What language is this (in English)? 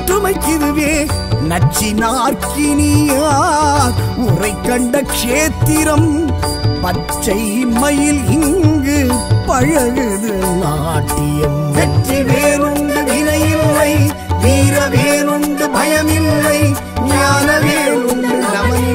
Tamil